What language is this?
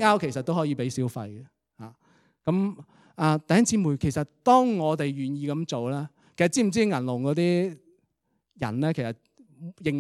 Cantonese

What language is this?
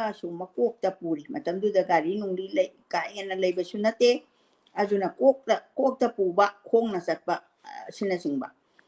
Manipuri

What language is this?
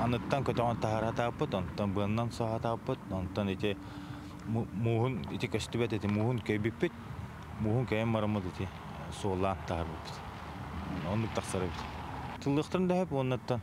Yakut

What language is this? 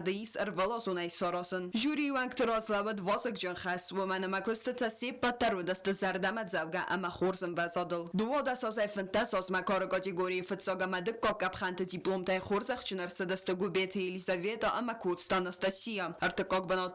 Ossetic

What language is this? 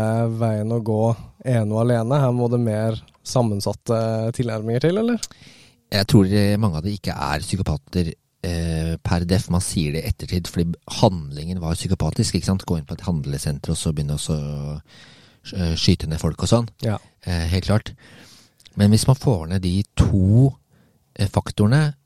Norwegian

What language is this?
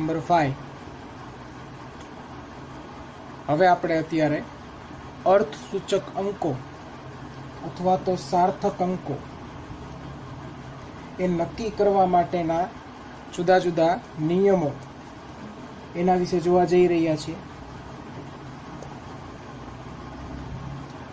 Gujarati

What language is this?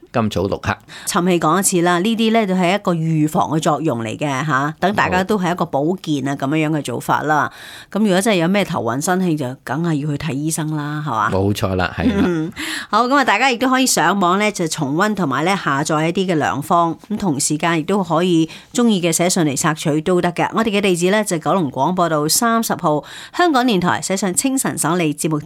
Cantonese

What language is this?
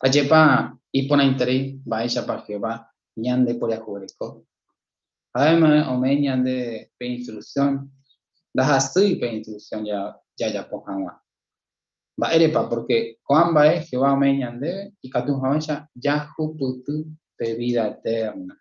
Guarani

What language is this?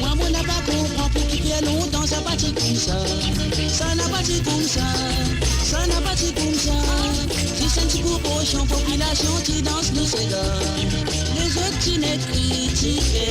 Morisyen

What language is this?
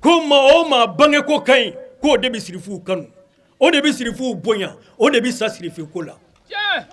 Bambara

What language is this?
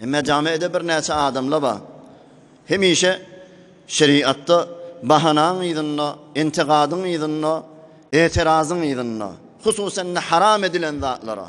Turkmen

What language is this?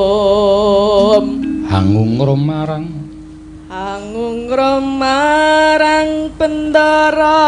Javanese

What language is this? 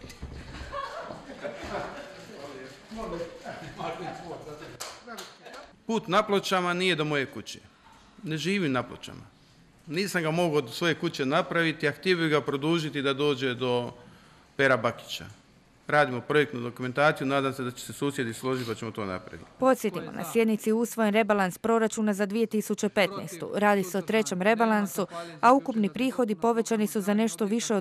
Croatian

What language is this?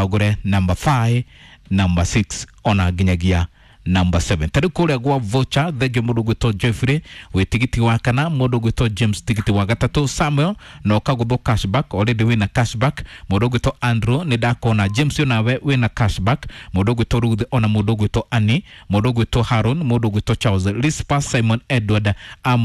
Kikuyu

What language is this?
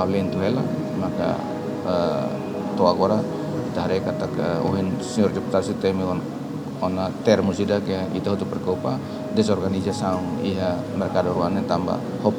Tetum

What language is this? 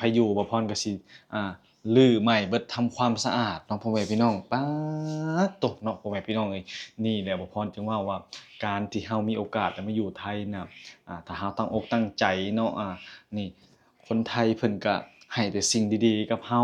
Lao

